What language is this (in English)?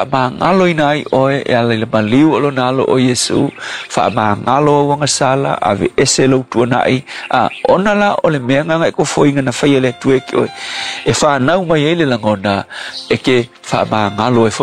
Samoan